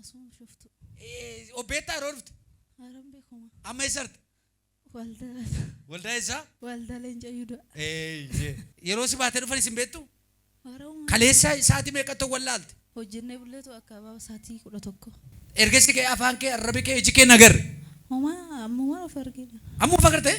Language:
Oromo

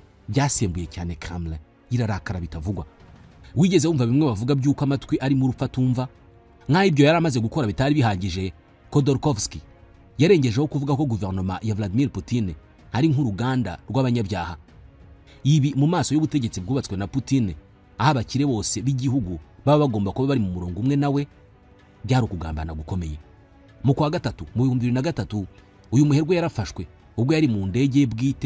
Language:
Kinyarwanda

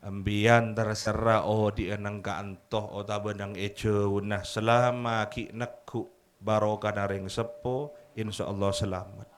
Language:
Madurese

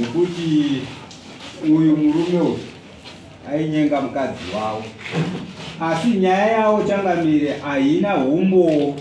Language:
Shona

